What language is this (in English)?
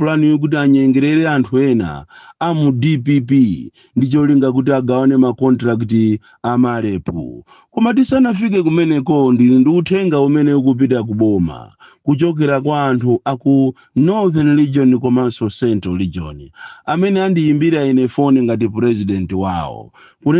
Nyanja